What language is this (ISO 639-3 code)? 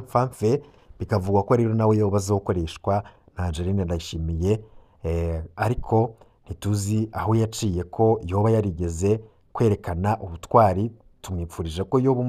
run